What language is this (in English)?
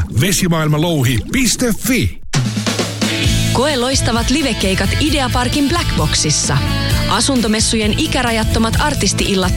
Finnish